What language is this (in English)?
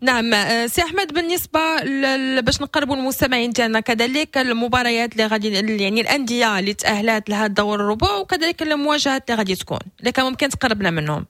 Moroccan Arabic